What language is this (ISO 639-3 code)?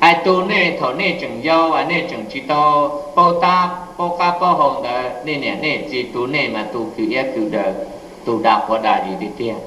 hmn